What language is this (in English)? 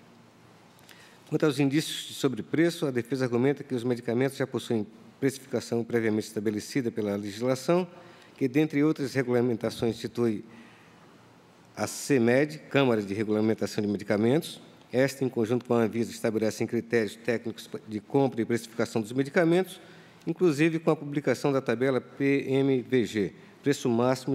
Portuguese